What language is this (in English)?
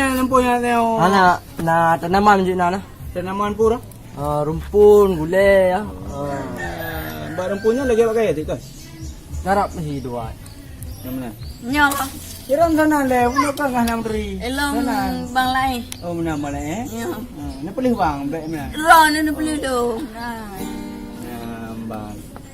Achinese